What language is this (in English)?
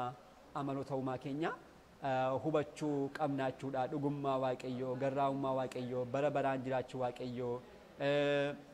Oromo